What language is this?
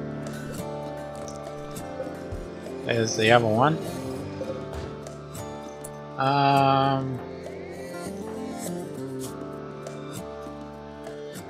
English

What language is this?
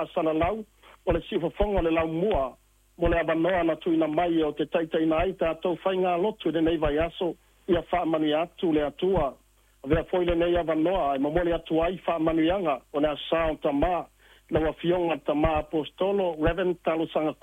Samoan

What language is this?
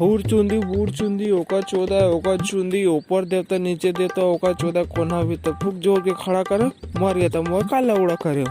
Chhattisgarhi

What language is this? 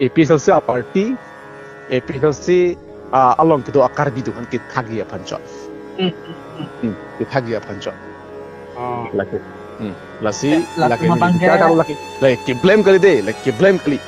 Karbi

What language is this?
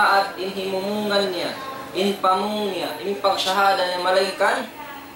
Tausug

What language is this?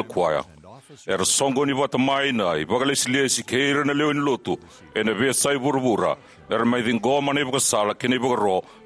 Fijian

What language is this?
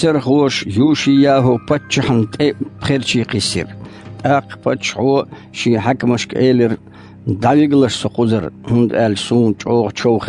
Chechen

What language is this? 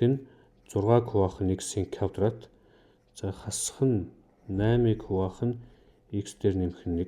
Mongolian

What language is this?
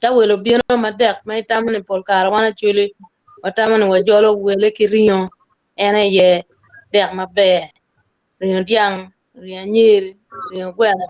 Acoli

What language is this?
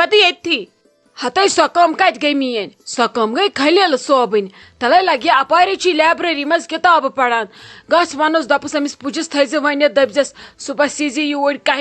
Kashmiri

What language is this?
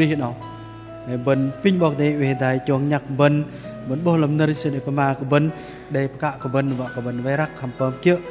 Bahnar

